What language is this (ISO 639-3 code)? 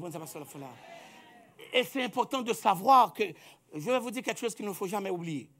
fra